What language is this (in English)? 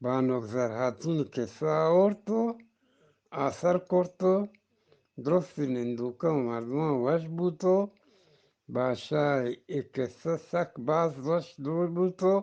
Eastern Balochi